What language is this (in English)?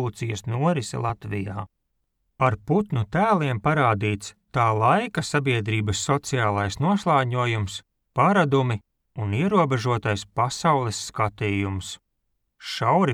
Latvian